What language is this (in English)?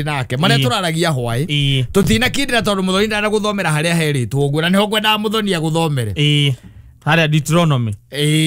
Kikuyu